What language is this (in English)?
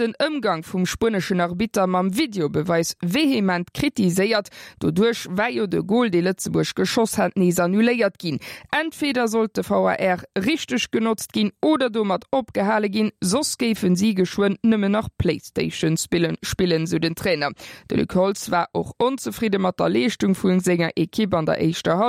Luxembourgish